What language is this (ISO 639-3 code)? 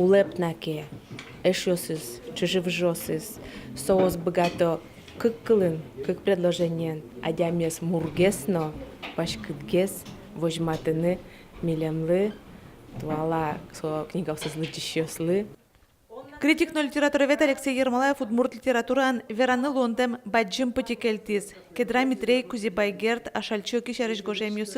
udm